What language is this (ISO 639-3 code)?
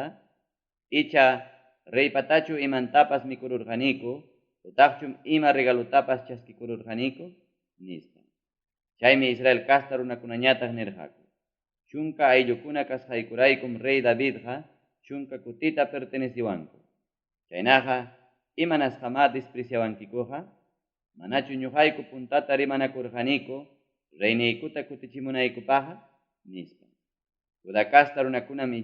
quy